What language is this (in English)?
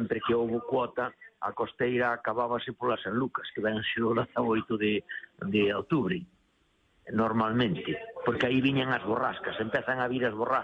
Galician